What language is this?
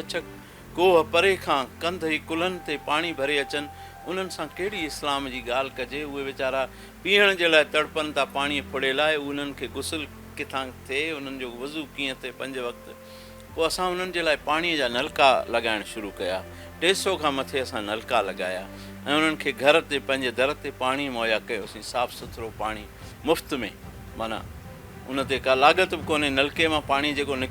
Sindhi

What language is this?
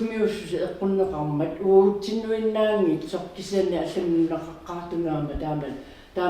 Kalaallisut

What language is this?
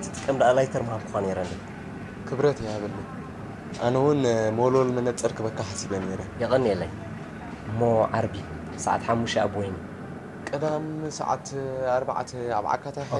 Tigrinya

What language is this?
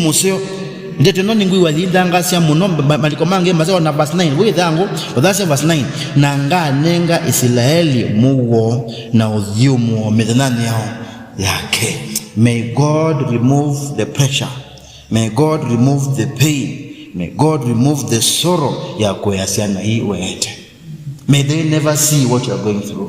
Kamba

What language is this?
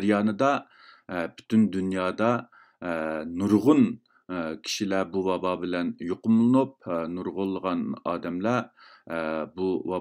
Uyghur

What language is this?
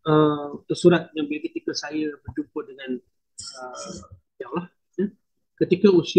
Malay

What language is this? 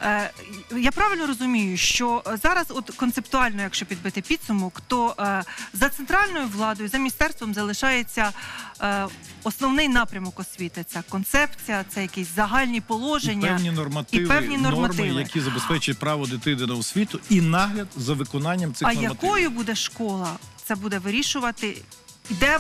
Ukrainian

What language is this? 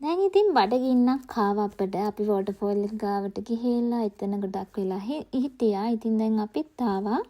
Sinhala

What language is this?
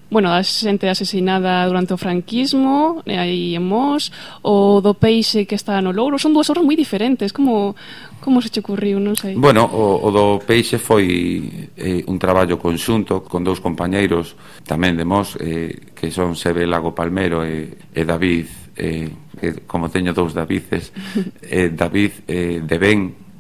Galician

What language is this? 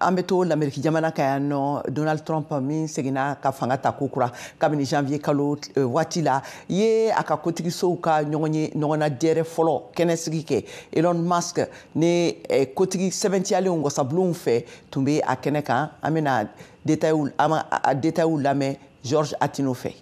Bambara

